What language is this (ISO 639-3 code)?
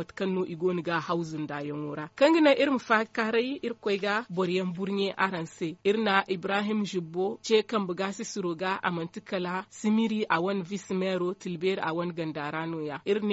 dje